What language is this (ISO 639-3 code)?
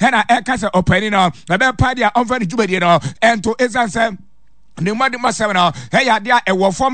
aka